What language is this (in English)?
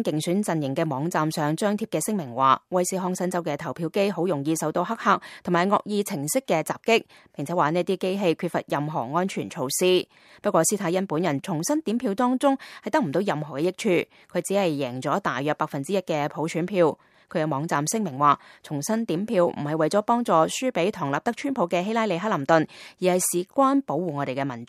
Cantonese